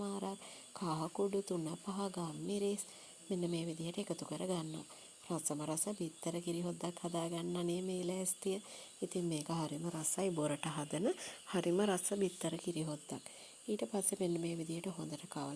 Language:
Sinhala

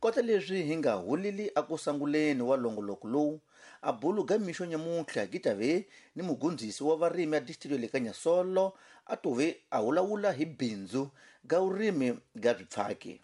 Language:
Tsonga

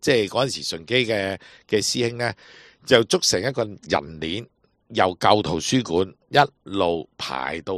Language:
Cantonese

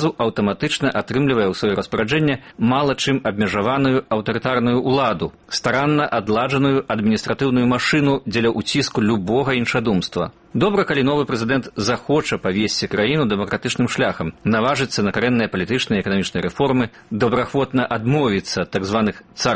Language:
Belarusian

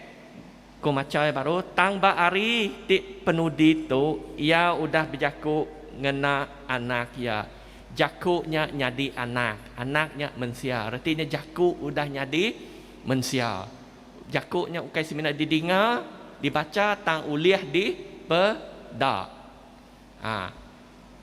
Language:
Iban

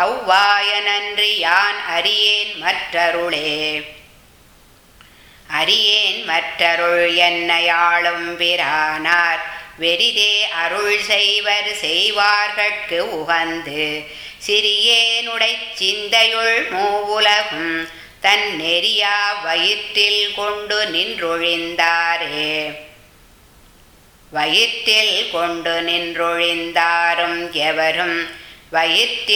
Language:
Tamil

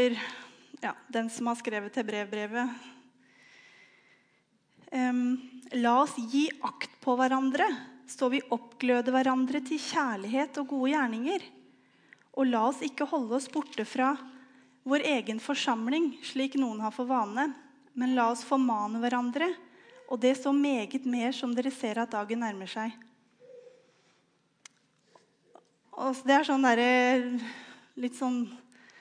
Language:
Norwegian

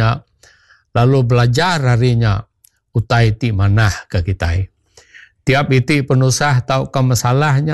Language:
Iban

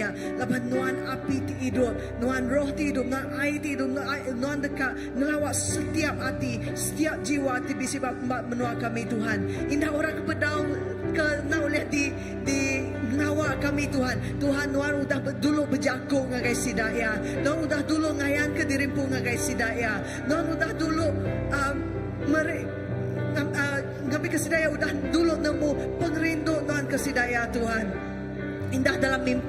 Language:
Iban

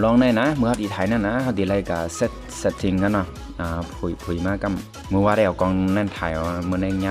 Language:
Shan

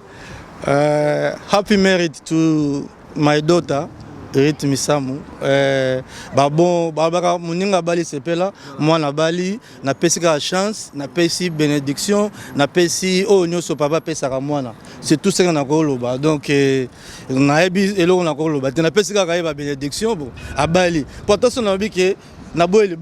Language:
Lingala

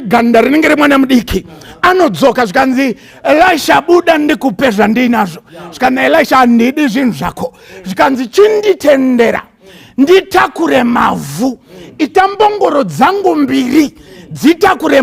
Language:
Shona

